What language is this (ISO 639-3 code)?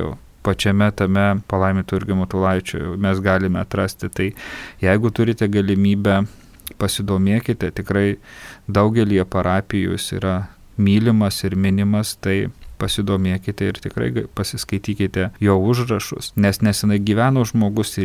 lit